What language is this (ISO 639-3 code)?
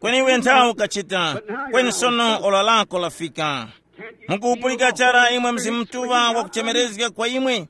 tum